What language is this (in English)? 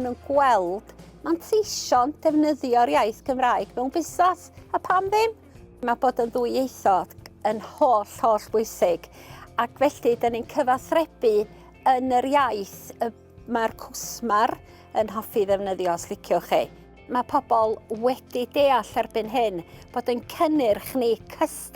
Welsh